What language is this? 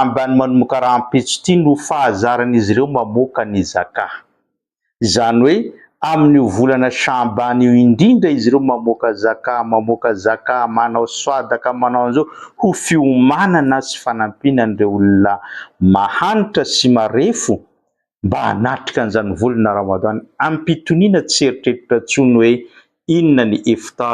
Malagasy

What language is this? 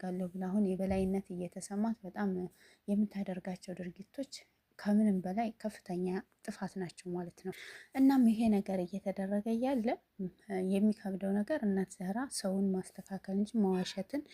Amharic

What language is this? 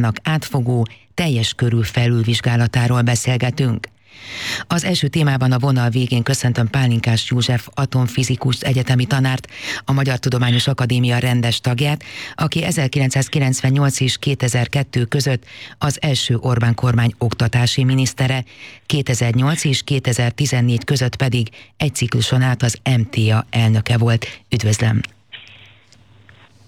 Hungarian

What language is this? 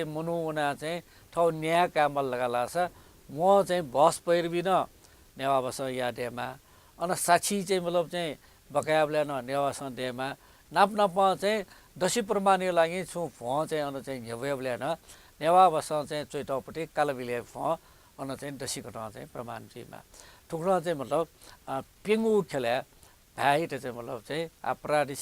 Newari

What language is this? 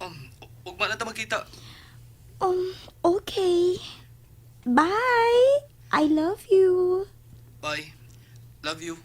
Cebuano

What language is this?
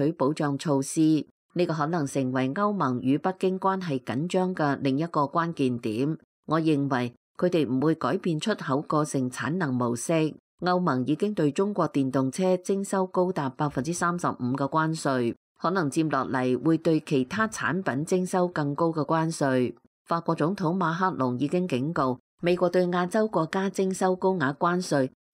Cantonese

